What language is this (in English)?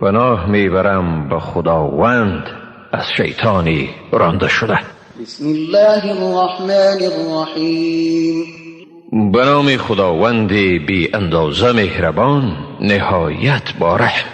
Tajik